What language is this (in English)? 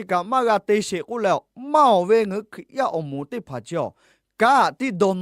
Lahu